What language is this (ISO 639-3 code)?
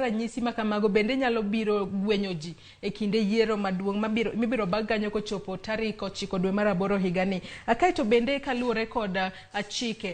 luo